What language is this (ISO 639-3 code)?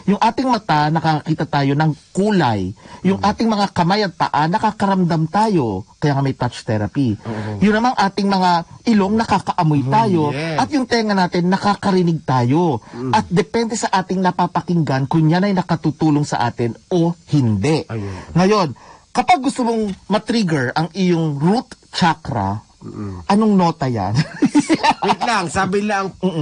fil